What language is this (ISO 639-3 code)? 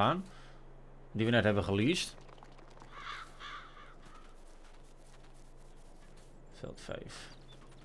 nld